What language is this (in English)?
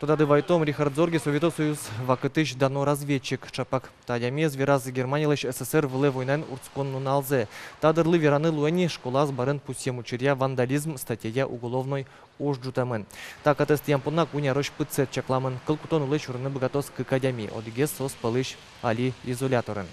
Udmurt